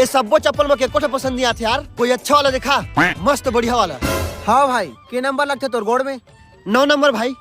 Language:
Chhattisgarhi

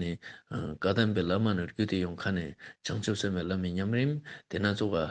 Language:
Ladakhi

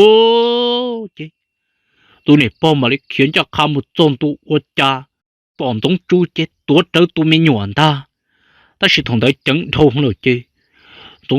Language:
Hmong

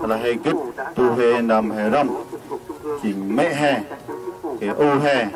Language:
Central Mnong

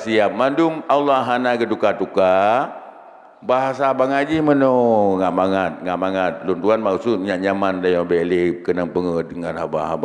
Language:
Achinese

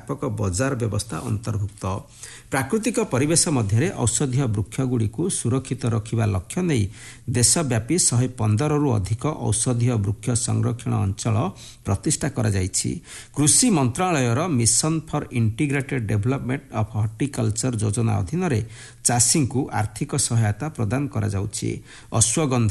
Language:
Odia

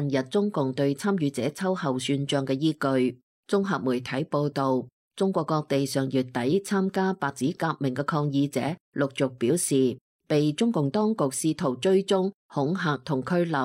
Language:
Cantonese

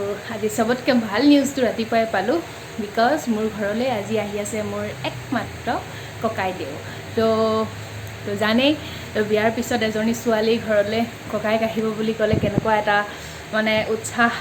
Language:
Assamese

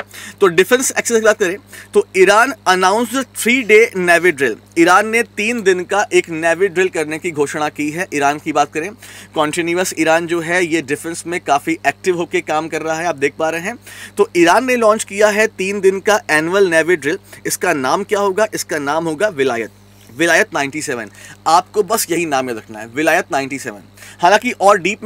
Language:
Hindi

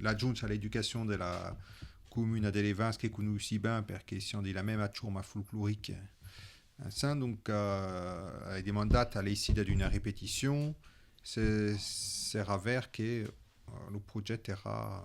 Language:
Occitan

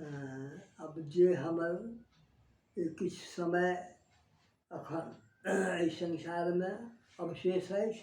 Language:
Maithili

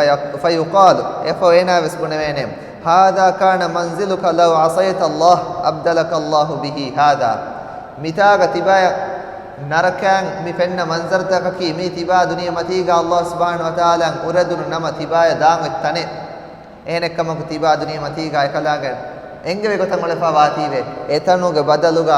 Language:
Divehi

